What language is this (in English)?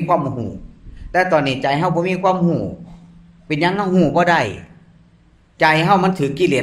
Northeastern Thai